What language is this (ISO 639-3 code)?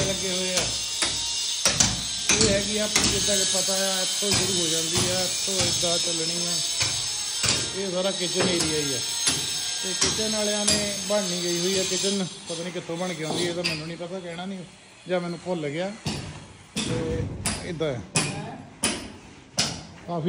pan